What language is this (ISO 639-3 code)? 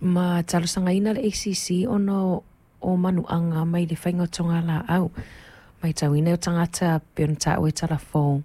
smo